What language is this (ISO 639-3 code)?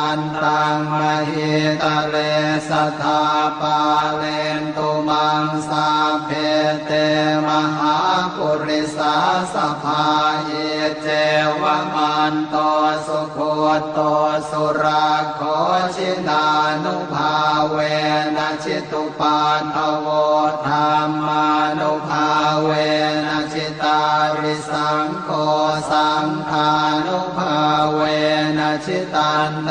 pli